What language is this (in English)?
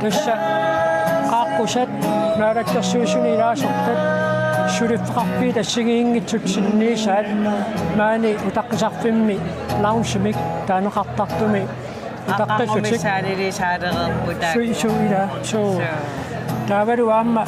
Kalaallisut